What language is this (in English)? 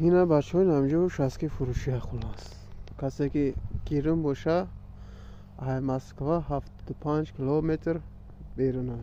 Tajik